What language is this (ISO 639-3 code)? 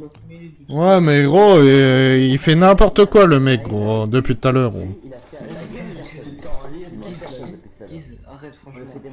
fra